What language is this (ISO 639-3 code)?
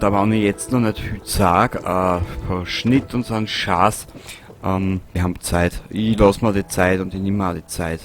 bar